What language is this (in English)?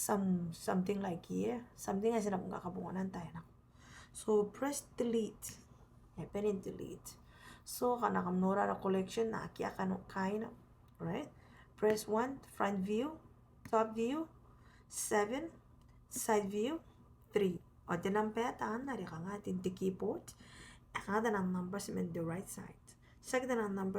Gilbertese